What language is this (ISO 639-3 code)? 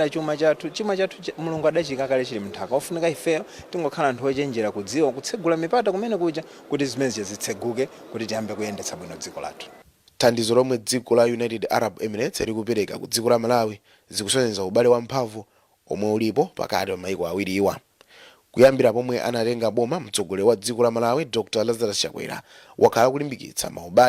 nya